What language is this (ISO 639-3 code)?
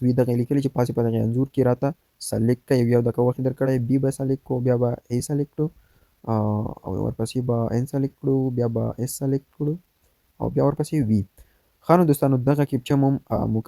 pus